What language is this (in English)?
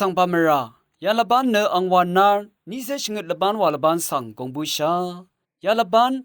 Rawang